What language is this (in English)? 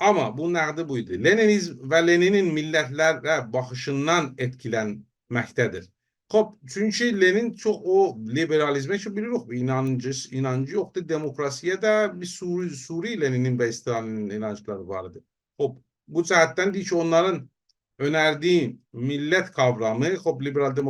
South Azerbaijani